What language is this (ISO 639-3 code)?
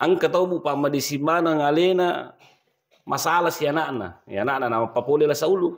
bug